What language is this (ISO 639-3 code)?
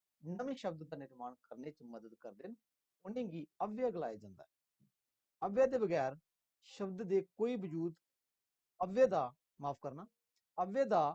doi